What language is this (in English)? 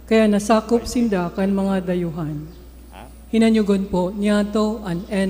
Bikol